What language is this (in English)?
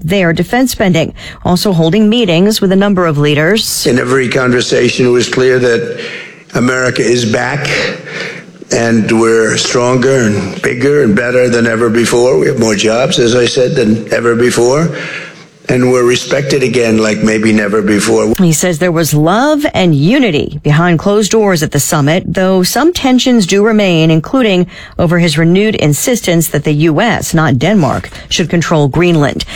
English